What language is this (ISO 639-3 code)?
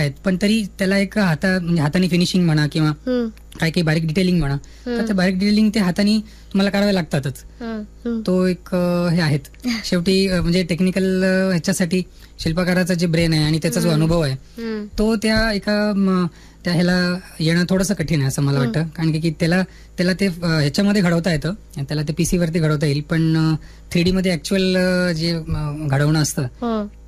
mar